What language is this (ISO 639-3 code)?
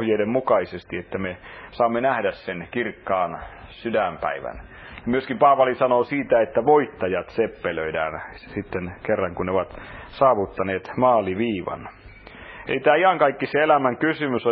fin